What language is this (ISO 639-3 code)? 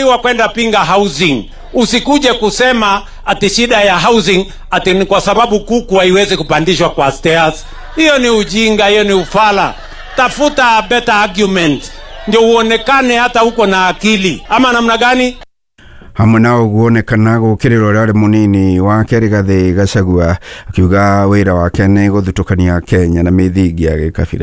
kik